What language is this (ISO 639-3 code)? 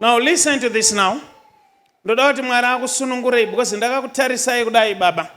sna